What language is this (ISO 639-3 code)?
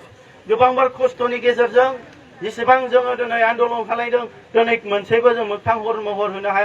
brx